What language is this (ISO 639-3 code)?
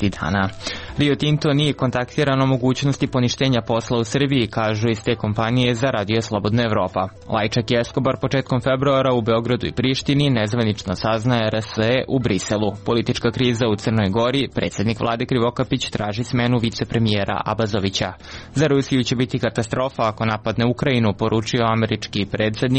srp